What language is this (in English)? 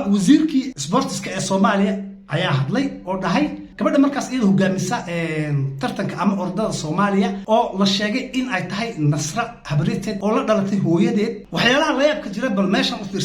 Somali